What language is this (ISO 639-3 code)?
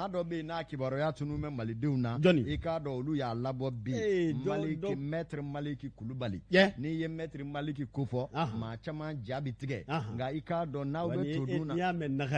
bam